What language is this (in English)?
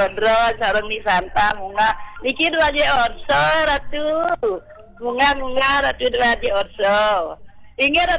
Balinese